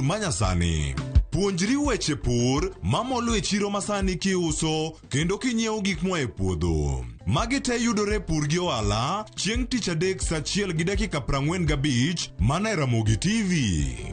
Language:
Luo (Kenya and Tanzania)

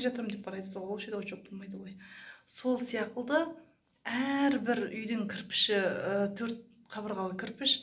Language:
Kazakh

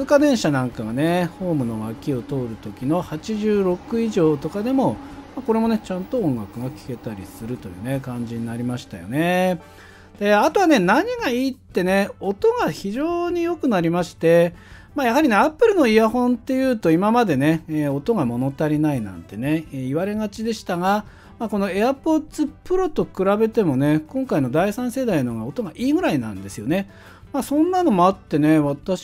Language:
Japanese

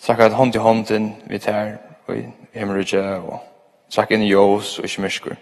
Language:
Faroese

